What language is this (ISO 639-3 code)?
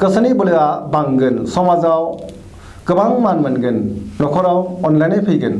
brx